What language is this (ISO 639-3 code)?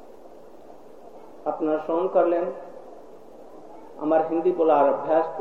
hin